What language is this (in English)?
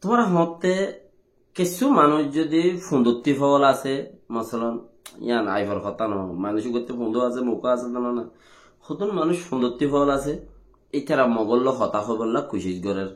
Rohingya